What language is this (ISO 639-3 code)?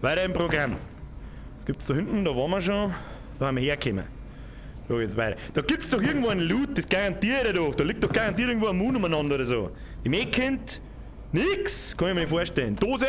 bar